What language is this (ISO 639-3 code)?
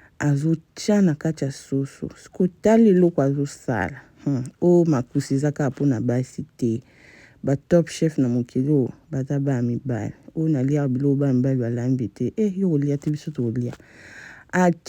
lin